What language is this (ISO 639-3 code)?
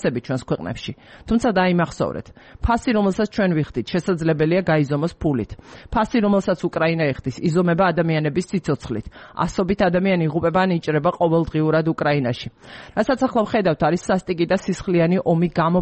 kat